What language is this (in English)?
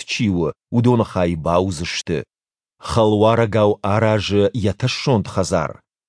Ossetic